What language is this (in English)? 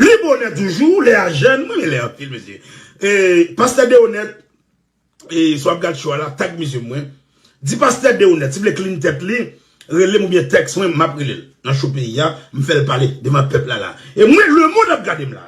Haitian Creole